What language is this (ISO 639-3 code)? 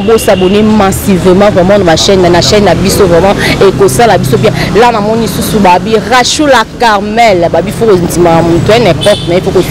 lin